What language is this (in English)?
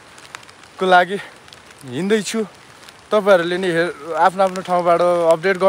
Nepali